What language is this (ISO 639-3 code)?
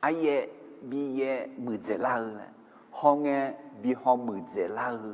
ahk